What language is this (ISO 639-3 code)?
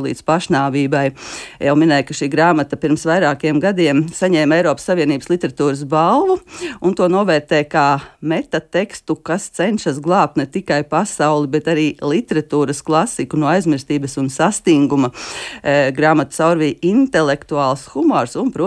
lav